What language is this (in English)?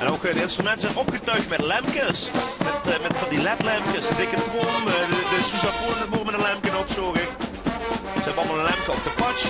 Limburgish